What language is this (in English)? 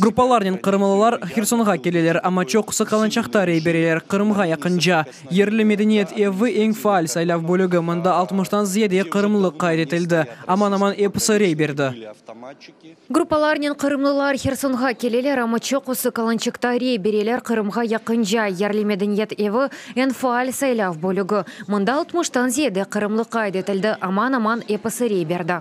Crimean Tatar